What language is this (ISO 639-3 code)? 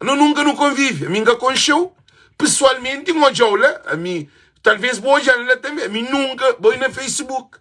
kea